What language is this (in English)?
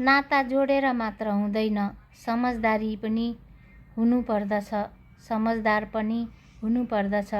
Nepali